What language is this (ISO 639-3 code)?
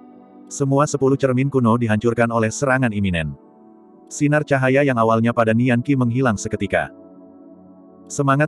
ind